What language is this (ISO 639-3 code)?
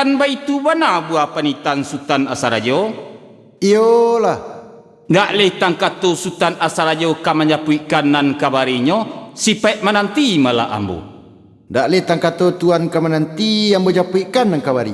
min